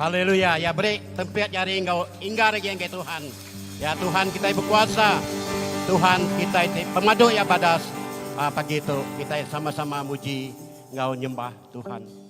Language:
Iban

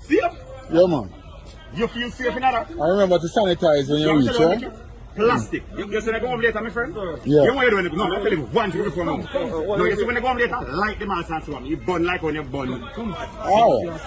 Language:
Jamaican Creole English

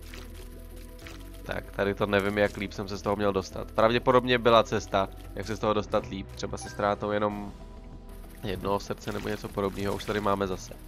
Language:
Czech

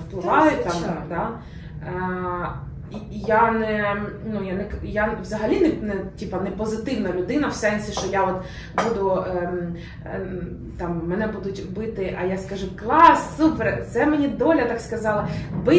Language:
Ukrainian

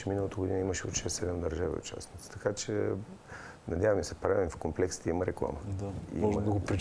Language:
Bulgarian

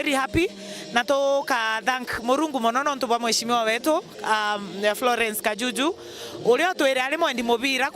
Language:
Meru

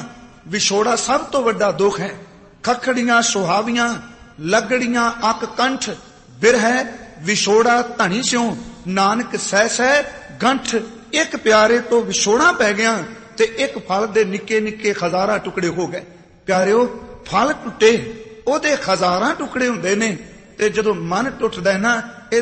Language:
Punjabi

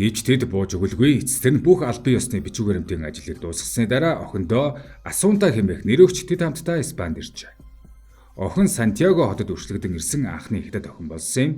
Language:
Mongolian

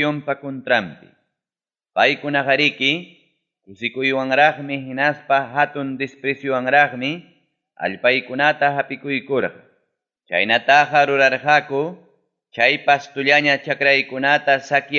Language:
Ayacucho Quechua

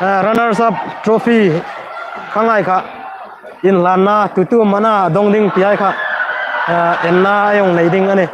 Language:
Hmar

